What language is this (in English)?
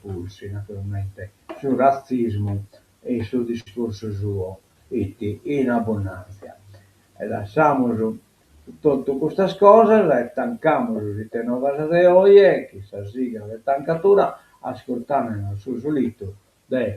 Sardinian